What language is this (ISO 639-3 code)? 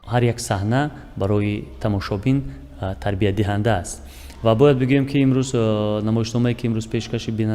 tgk